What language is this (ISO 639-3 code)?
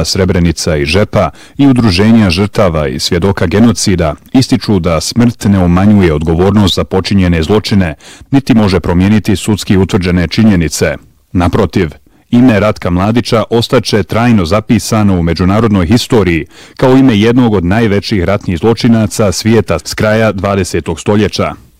bos